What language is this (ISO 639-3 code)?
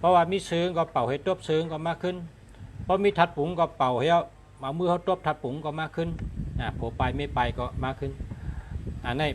shn